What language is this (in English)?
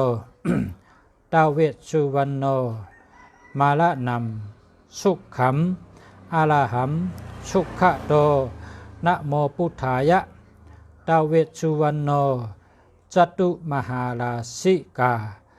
Shan